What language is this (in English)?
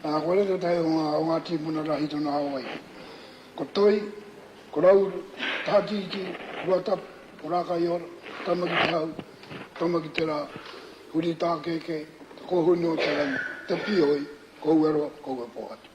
Māori